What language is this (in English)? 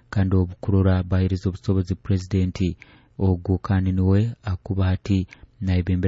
Nyoro